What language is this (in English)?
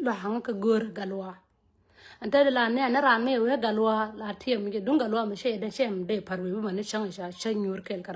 Nuer